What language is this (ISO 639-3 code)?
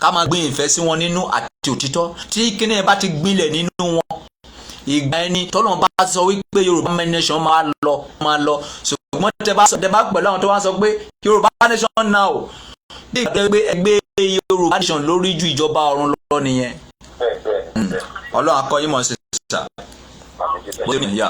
yor